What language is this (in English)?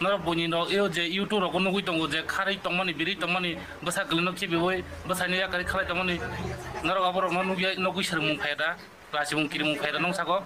Kok Borok